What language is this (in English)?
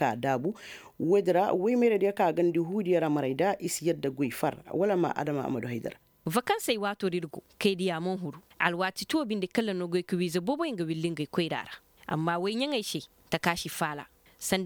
Koyraboro Senni